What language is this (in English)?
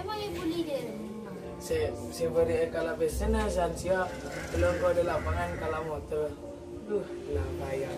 Madurese